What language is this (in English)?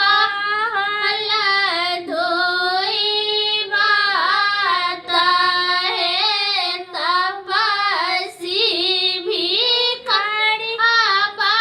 Maithili